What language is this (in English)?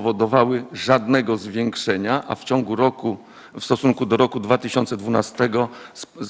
Polish